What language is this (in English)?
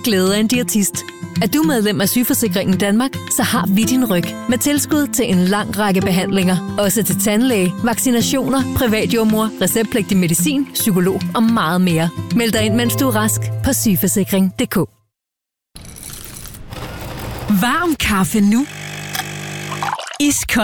Danish